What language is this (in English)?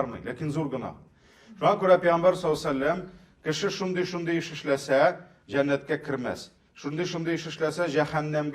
Tatar